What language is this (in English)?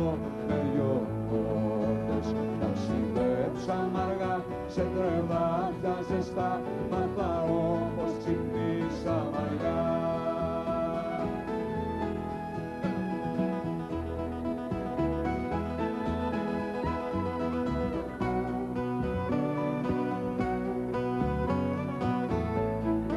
Greek